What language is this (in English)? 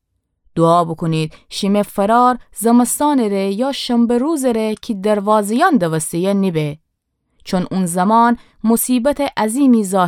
Gilaki